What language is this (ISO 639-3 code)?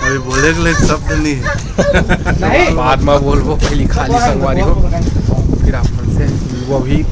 hne